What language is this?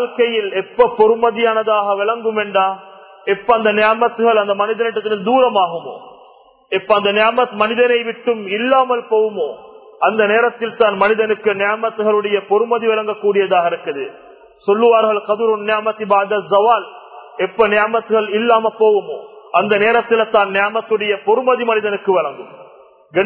Tamil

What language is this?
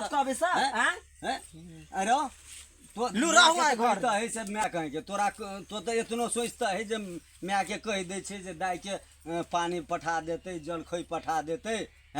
Maithili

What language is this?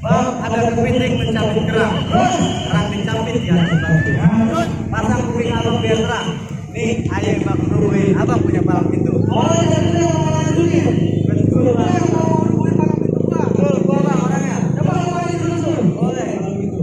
Betawi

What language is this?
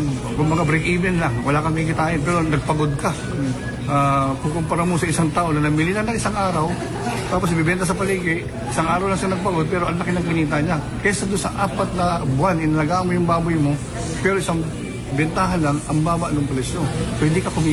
Filipino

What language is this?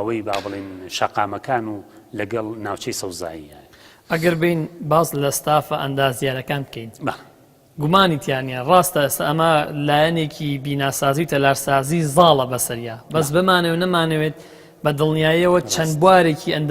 Central Kurdish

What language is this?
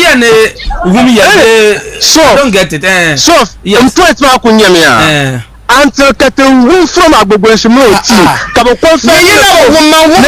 Dagbani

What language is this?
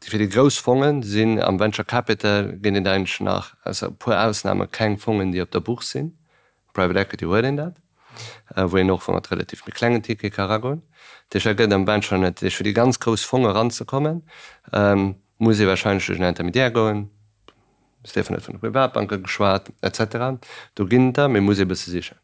Luxembourgish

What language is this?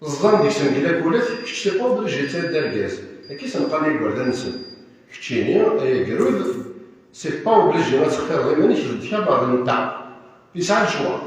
Kabyle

